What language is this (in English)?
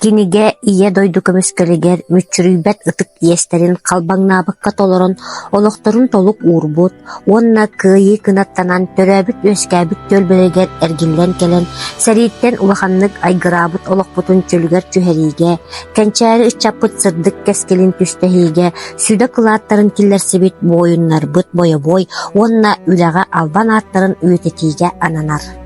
Yakut